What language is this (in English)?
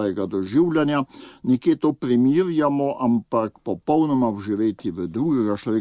Slovenian